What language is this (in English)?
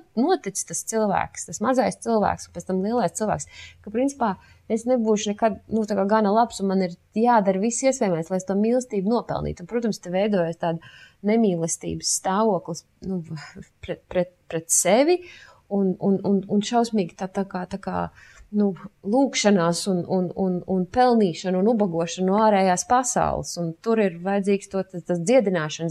Latvian